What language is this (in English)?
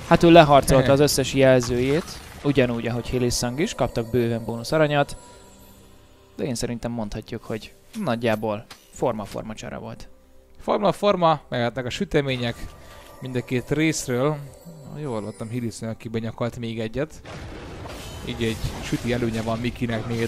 Hungarian